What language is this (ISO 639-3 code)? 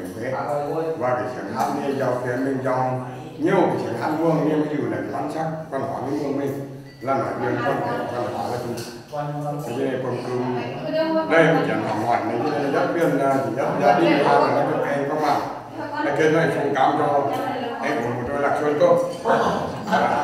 vie